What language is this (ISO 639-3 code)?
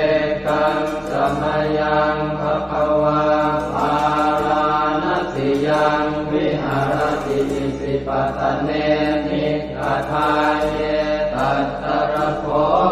pli